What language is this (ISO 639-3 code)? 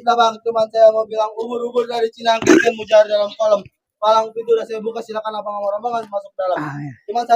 bew